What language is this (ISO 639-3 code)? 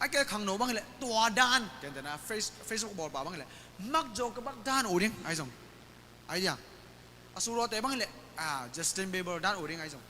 ctd